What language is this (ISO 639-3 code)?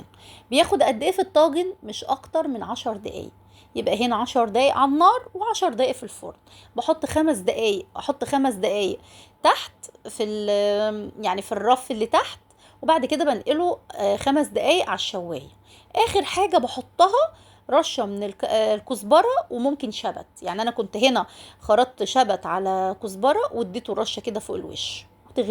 arz